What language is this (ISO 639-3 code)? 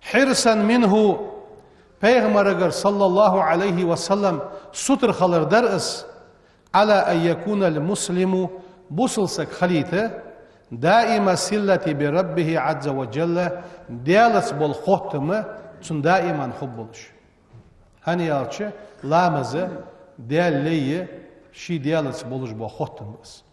inh